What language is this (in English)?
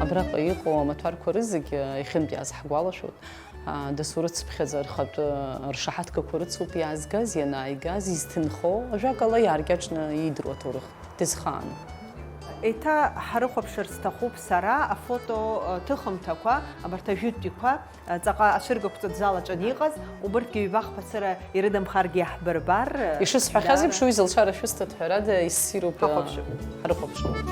Abkhazian